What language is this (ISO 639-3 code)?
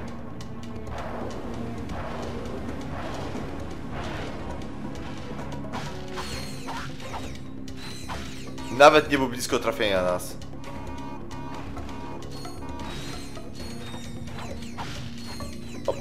pol